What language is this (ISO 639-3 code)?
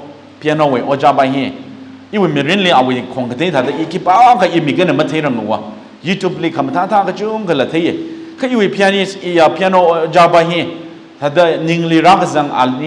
nmf